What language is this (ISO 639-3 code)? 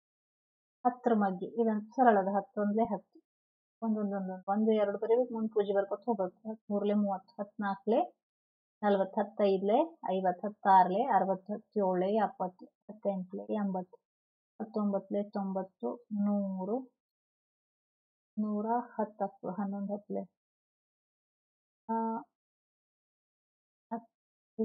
kan